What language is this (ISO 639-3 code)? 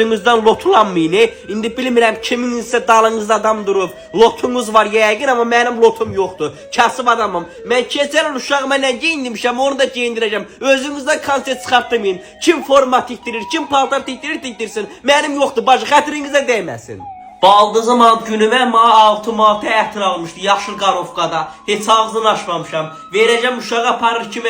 aze